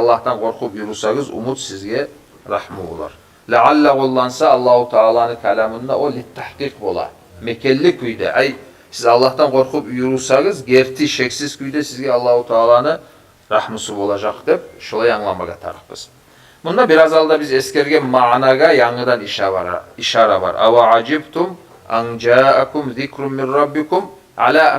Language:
Kumyk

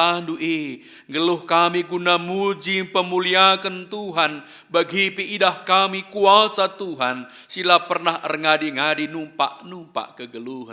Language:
Batak Karo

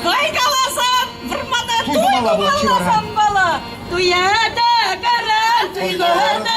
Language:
Chuvash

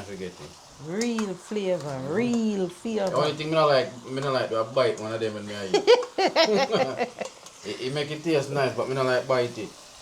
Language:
Jamaican Creole English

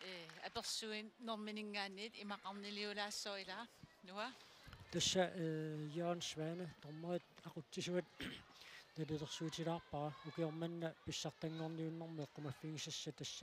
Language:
Kalaallisut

